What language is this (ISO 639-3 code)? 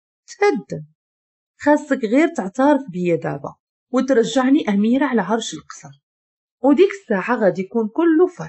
ary